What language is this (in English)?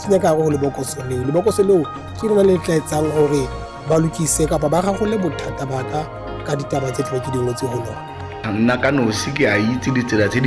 Southern Sotho